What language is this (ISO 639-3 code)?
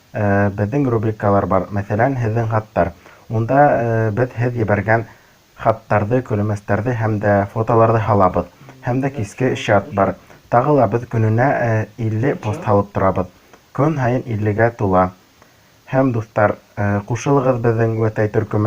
bak